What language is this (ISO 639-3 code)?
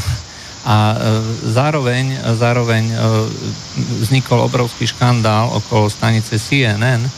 slk